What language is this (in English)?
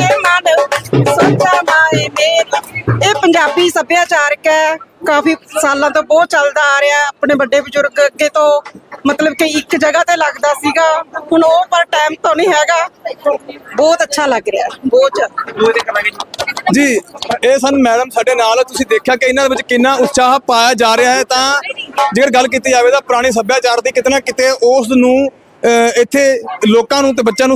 Punjabi